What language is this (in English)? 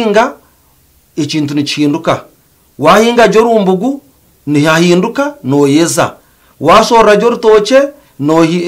Nyankole